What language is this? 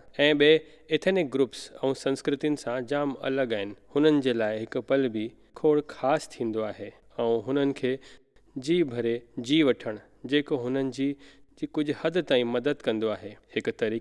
Sindhi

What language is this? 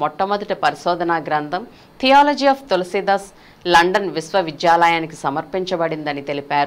Telugu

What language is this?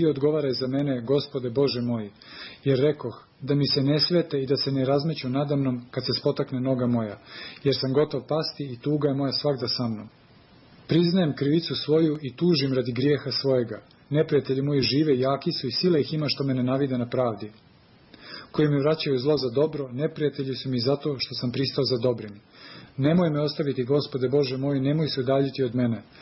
Serbian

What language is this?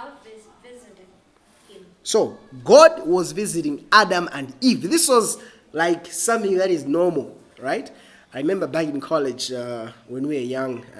English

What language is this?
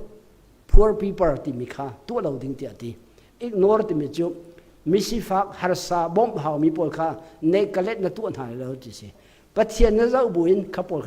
Hakha Chin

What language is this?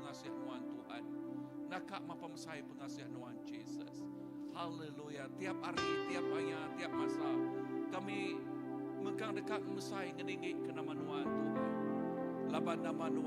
Iban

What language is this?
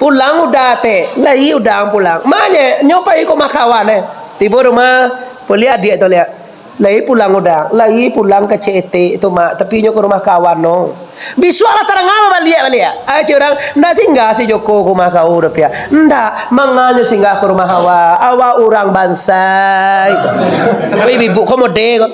Minangkabau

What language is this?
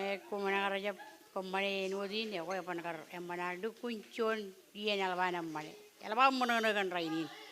Marshallese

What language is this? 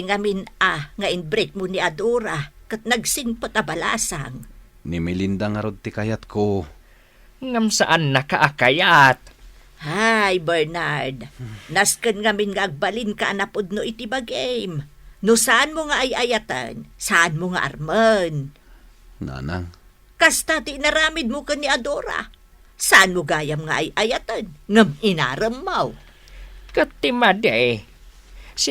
Iloko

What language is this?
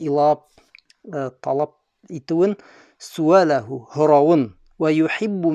Bashkir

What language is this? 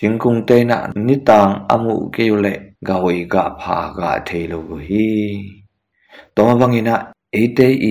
Tedim Chin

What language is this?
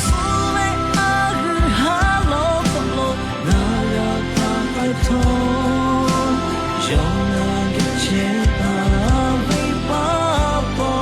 Lahu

